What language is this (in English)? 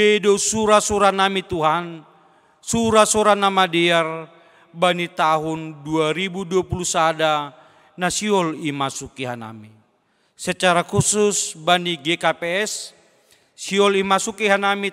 Batak Simalungun